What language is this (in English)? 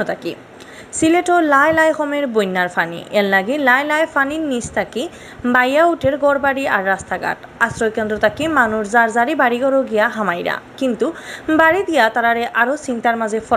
Sylheti